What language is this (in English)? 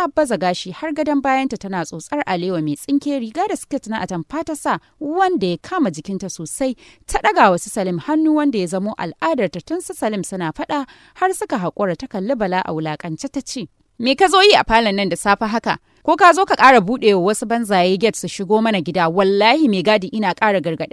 Hausa